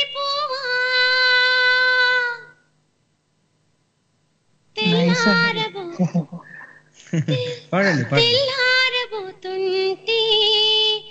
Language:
Telugu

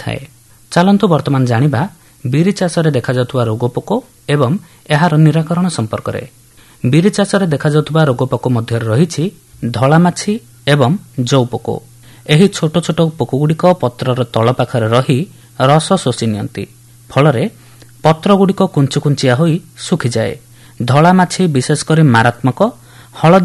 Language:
Odia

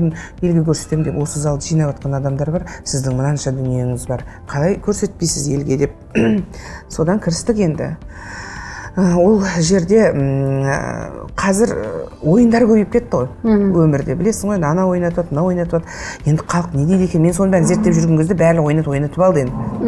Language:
Kazakh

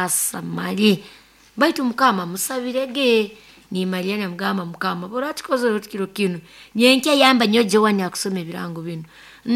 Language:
Nyoro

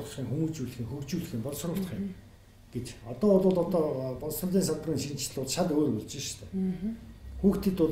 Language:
Mongolian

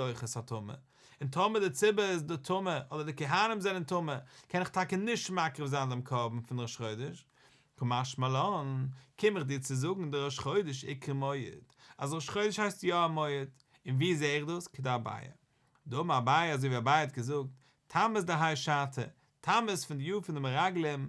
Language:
Yiddish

